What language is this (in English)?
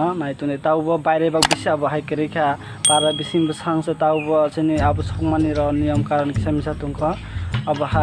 Kok Borok